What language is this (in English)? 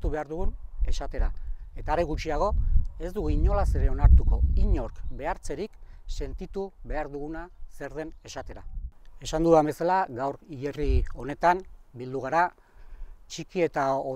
Basque